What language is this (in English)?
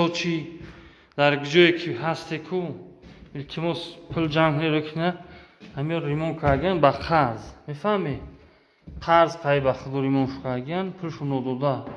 Tajik